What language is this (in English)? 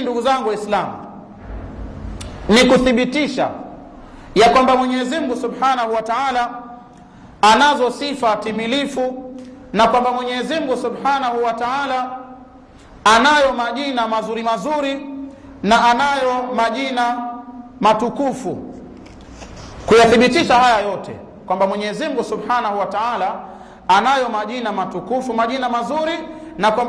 Swahili